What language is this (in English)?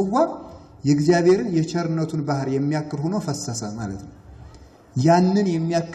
Amharic